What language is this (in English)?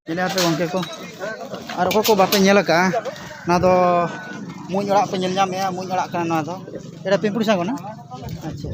Santali